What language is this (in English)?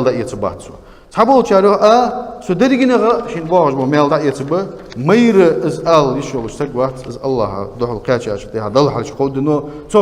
Ingush